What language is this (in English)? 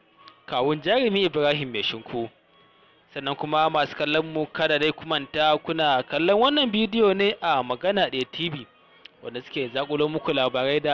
Hausa